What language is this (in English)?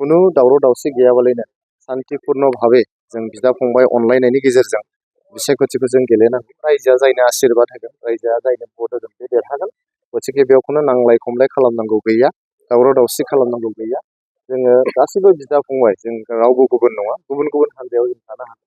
Bodo